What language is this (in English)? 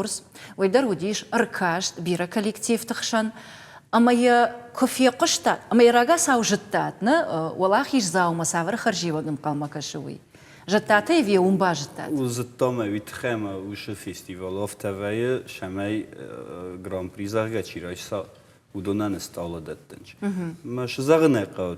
Ossetic